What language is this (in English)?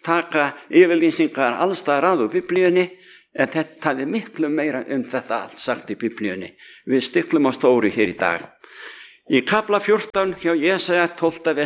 Icelandic